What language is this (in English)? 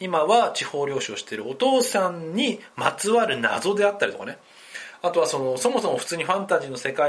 Japanese